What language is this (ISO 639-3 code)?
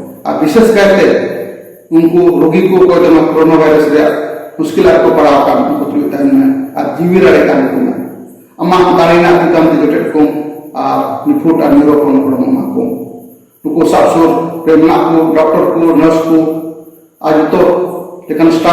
sat